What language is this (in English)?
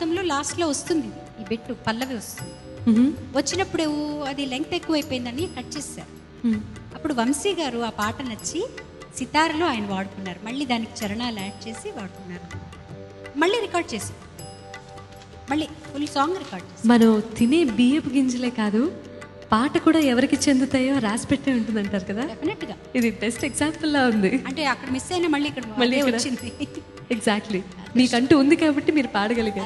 Telugu